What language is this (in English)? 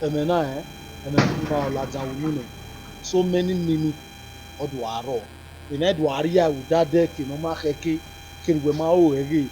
Bini